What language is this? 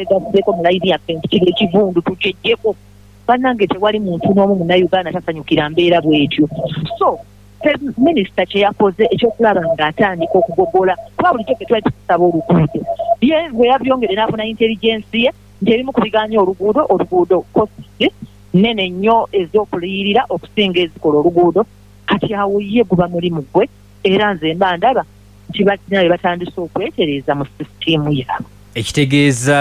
Ganda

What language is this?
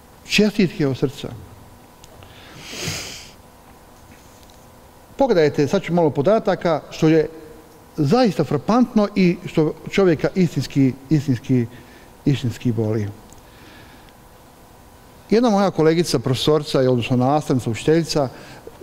Bosnian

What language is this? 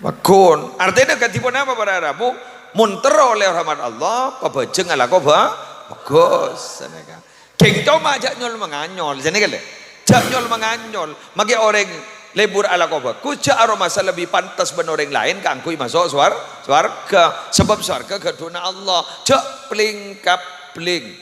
Madurese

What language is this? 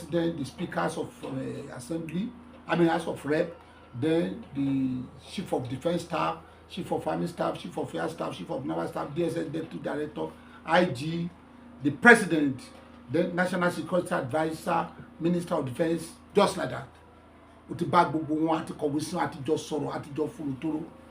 Yoruba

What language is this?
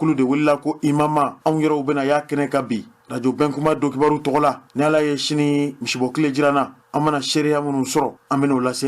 Bambara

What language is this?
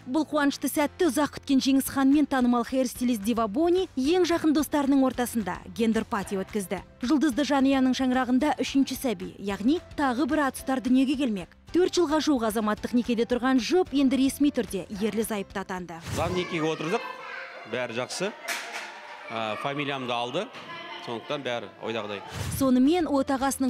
Kazakh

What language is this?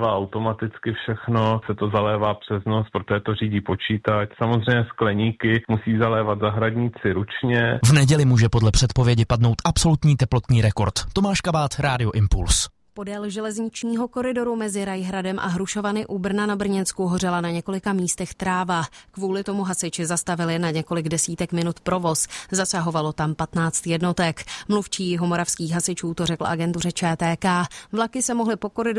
Czech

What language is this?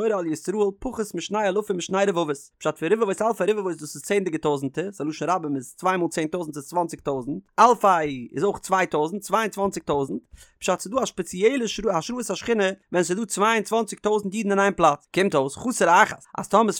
Yiddish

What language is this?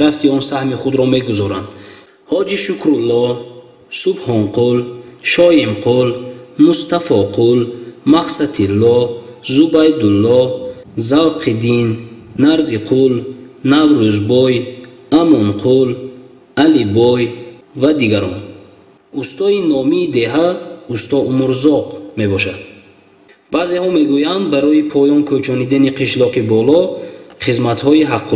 Tajik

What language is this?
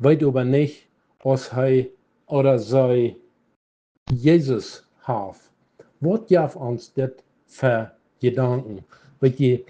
Plautdietsch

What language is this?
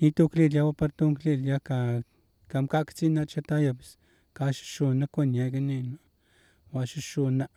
Galician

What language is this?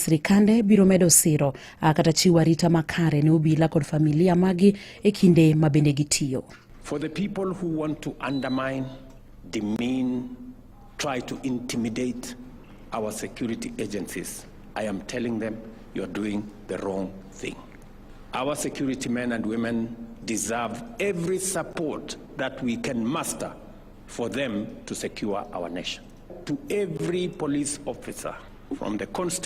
Luo (Kenya and Tanzania)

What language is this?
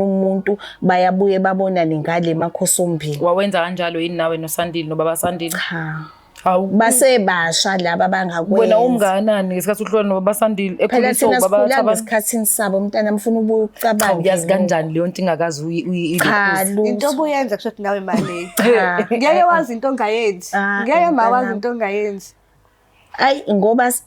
Zulu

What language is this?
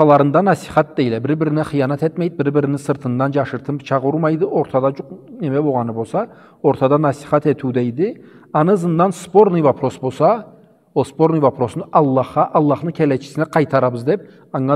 Karachay-Balkar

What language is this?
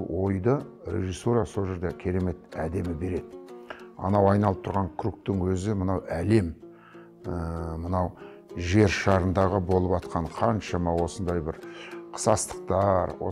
Kazakh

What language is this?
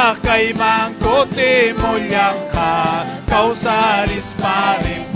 Ayacucho Quechua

